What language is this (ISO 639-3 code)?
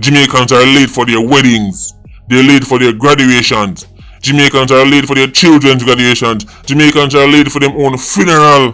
jam